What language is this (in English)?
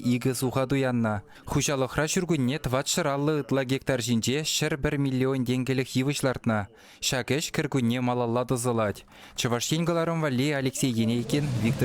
Chuvash